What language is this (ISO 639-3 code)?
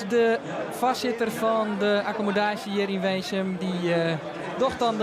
fry